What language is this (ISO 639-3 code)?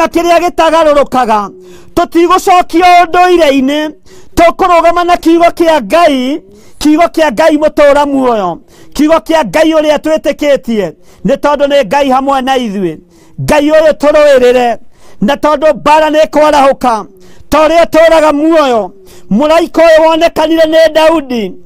kik